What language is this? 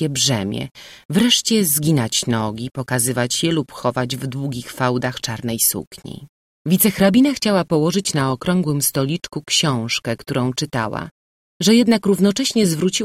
Polish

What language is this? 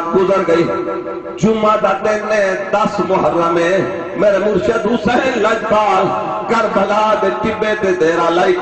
Saraiki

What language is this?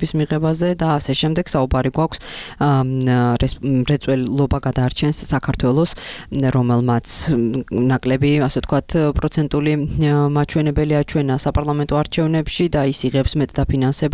Georgian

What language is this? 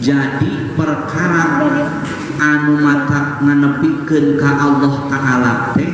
Sundanese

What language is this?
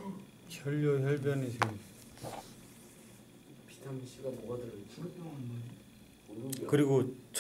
Korean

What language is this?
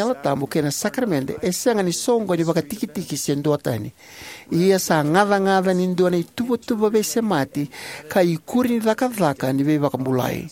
Fijian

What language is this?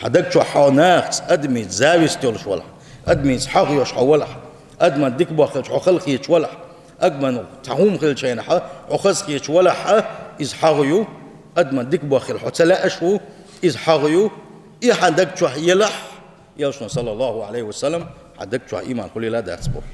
Chechen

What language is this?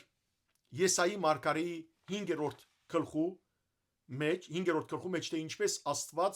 Western Armenian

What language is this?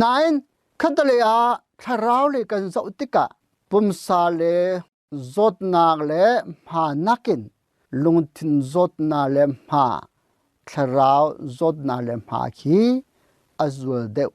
Hakha Chin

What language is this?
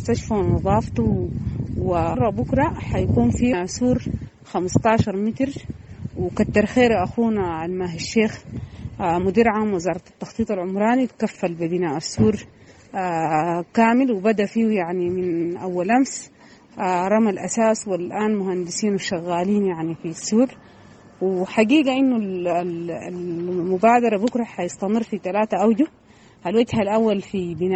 Sudanese Arabic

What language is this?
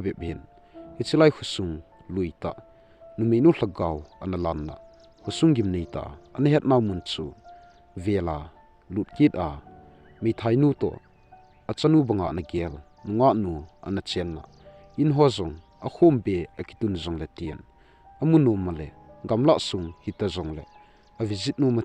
Thado Chin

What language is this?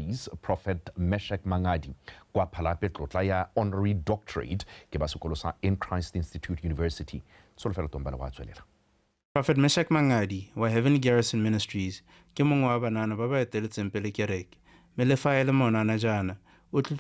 Tswana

